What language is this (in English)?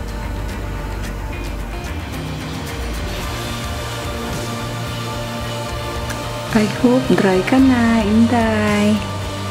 Filipino